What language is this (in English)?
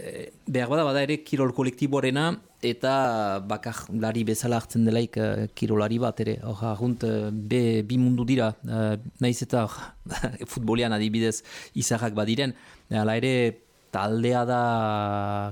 Basque